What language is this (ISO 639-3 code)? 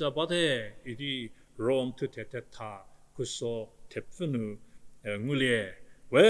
njm